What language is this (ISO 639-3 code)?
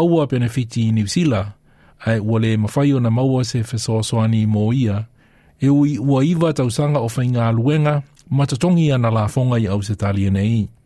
smo